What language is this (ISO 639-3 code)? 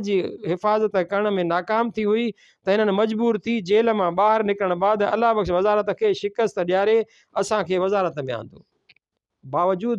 snd